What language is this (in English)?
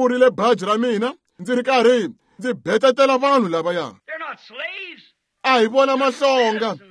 Tsonga